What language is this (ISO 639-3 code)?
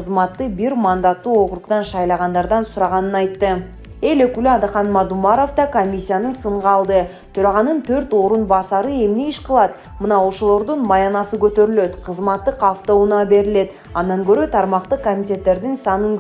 kir